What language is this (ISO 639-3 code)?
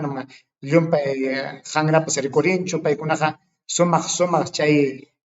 quy